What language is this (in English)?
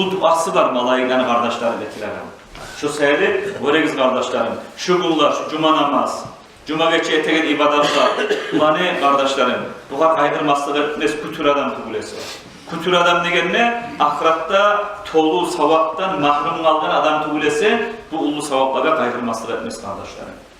Kumyk